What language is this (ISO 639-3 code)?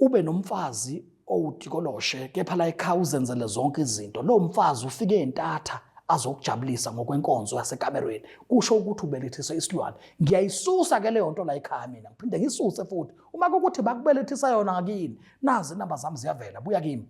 zul